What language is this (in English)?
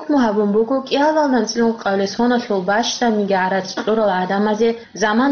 Avaric